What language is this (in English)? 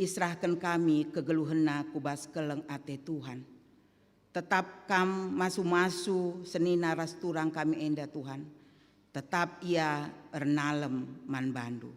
Batak Karo